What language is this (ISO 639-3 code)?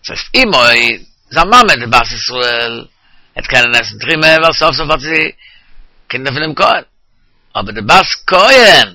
yid